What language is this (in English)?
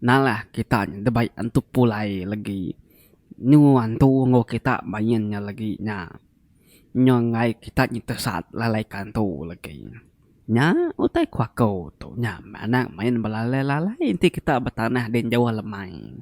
Iban